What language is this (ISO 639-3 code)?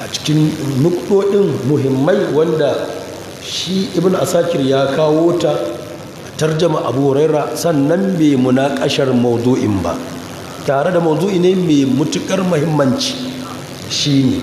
hau